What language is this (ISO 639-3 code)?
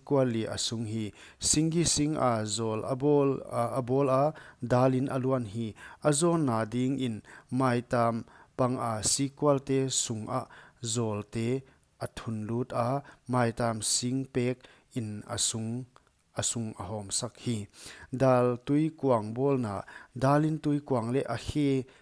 pck